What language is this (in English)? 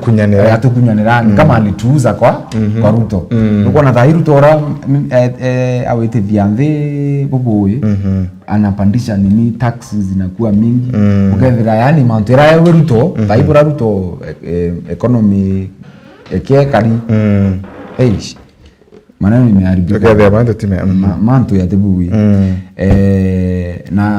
Meru